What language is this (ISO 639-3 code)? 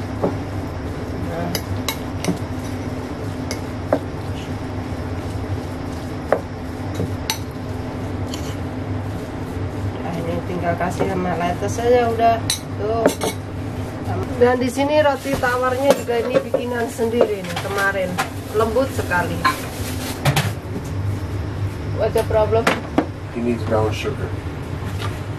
ind